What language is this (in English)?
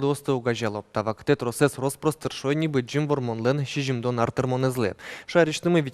Udmurt